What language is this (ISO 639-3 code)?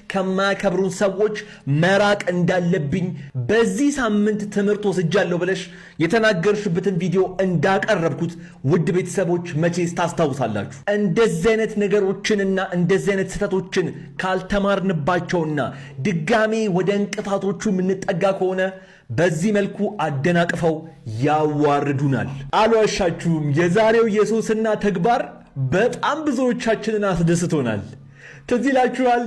amh